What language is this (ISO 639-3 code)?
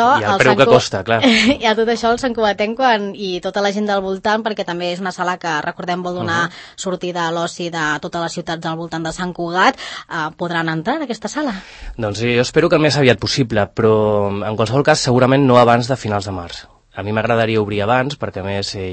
cat